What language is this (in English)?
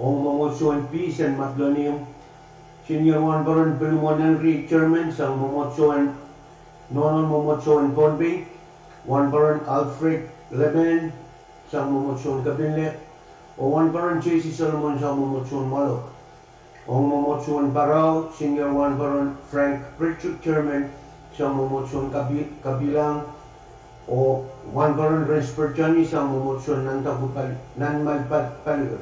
Pohnpeian